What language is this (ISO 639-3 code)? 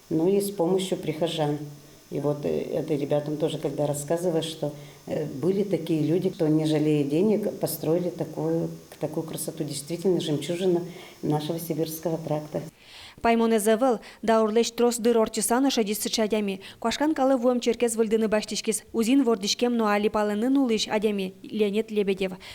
udm